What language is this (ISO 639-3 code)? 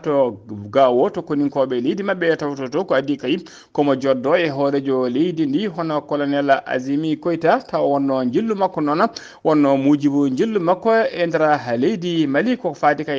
ful